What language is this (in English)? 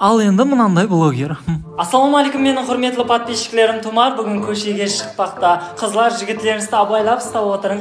Kara-Kalpak